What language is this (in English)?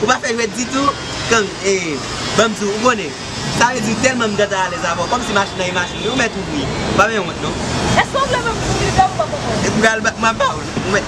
Haitian Creole